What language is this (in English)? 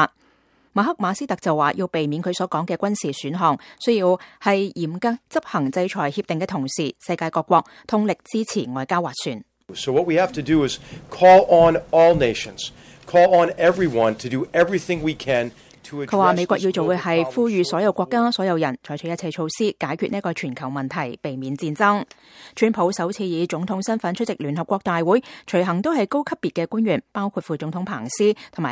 Cantonese